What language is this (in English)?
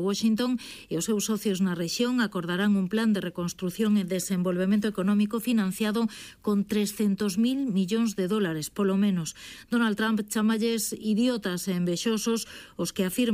Galician